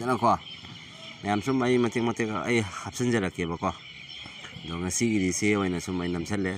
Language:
Manipuri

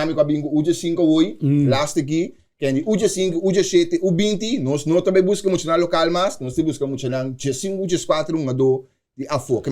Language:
Papiamento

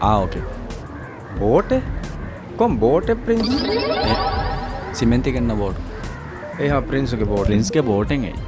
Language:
Divehi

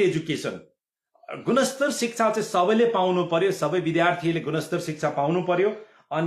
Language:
Nepali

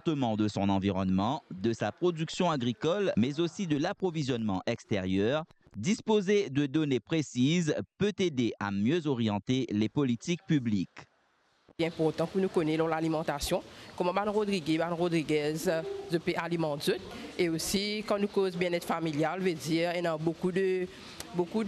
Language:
Morisyen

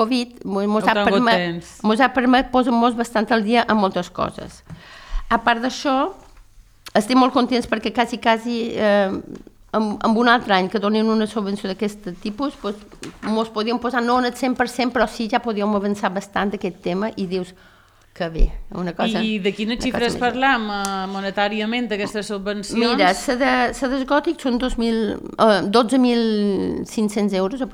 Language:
Catalan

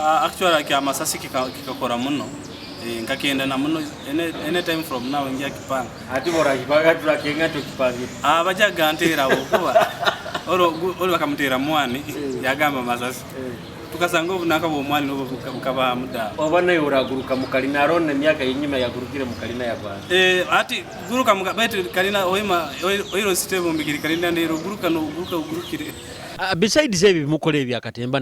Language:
Nyoro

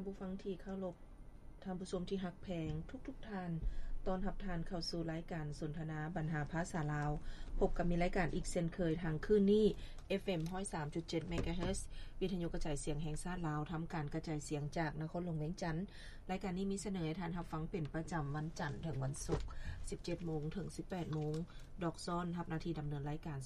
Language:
Lao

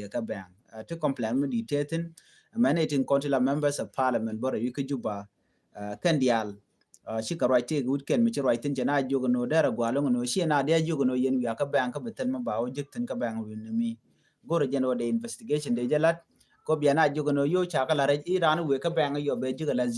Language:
Nuer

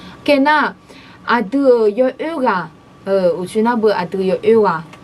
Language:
Akha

